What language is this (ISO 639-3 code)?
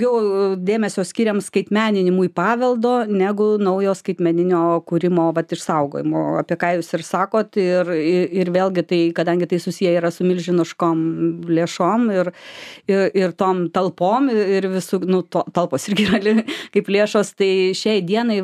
lit